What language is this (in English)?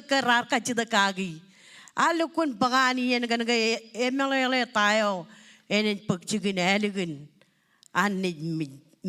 Marshallese